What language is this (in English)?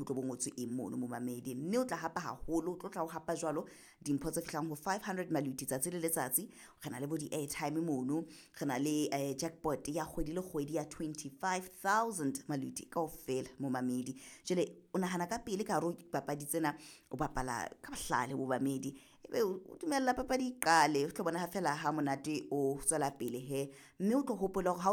Southern Sotho